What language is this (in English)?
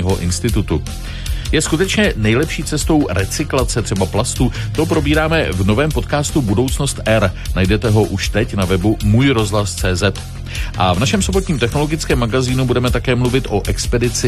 Czech